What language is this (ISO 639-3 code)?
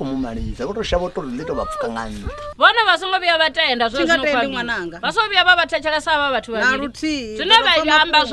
ven